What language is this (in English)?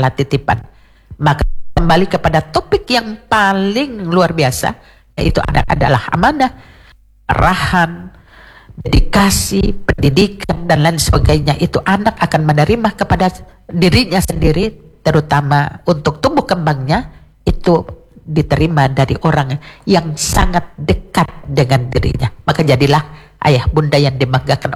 Indonesian